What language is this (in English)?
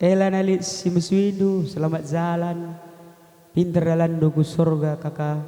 Batak Karo